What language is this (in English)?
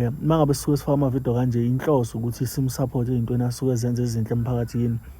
Zulu